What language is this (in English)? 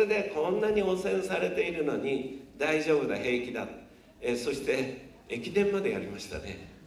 Japanese